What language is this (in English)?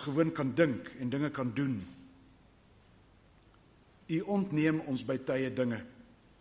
Afrikaans